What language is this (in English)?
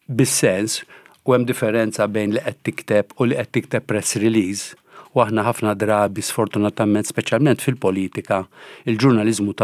Maltese